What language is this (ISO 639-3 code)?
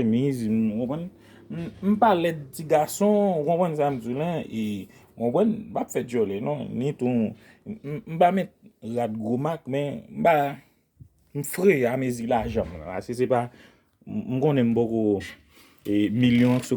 hat